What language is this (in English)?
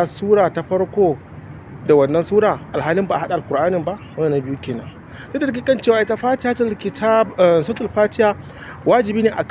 Hausa